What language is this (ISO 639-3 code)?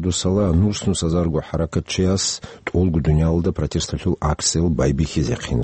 ava